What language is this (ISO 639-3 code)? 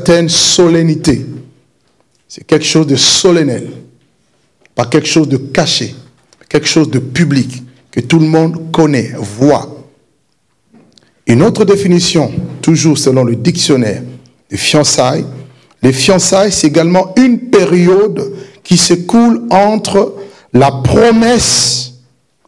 fra